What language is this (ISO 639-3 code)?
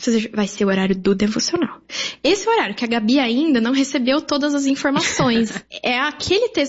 por